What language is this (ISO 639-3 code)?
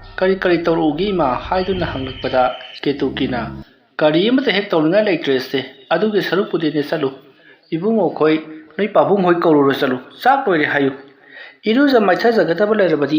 mni